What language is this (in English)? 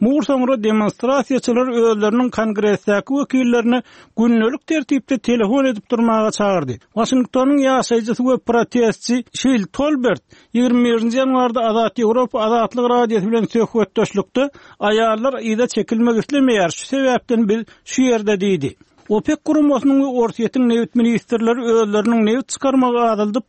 Turkmen